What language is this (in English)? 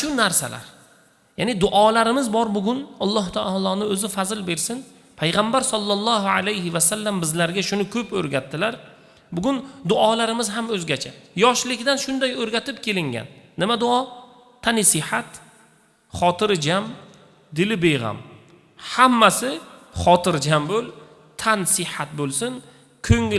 Uzbek